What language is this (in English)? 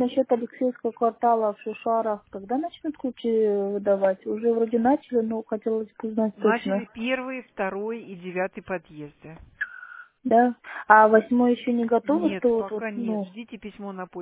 Russian